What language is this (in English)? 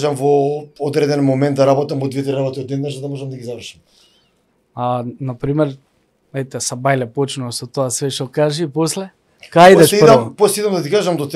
Macedonian